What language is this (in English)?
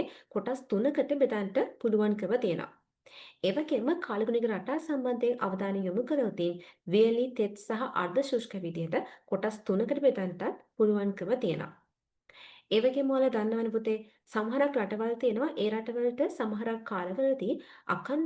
Sinhala